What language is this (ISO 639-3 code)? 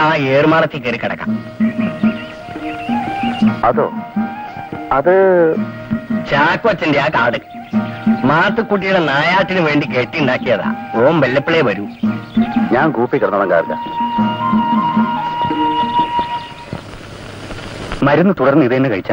mal